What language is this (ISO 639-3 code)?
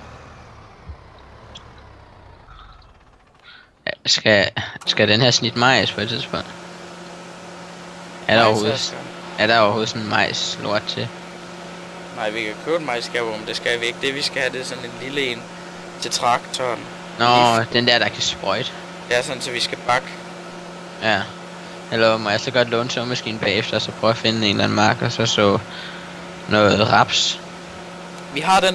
dan